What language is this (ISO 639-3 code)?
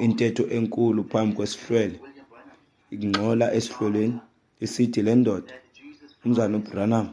xho